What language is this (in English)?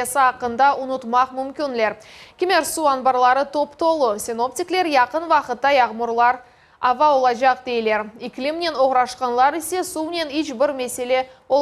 Crimean Tatar